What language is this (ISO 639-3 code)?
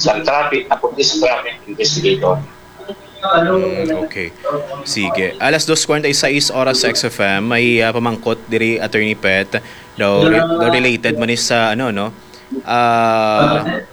hil